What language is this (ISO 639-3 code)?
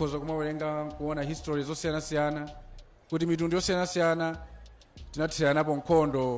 nya